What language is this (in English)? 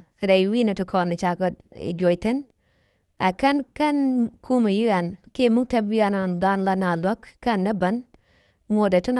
Nuer